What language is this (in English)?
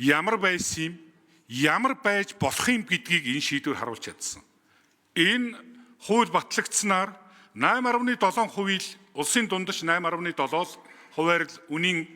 Mongolian